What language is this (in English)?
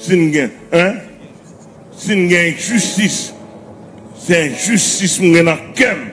Haitian Creole